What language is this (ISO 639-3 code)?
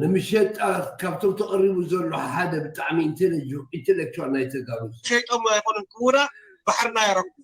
tir